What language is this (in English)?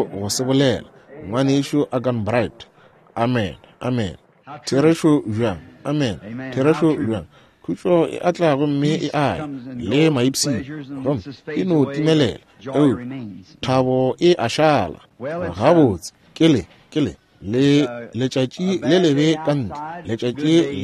Northern Sotho